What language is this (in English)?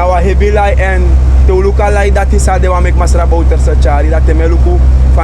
Sranan Tongo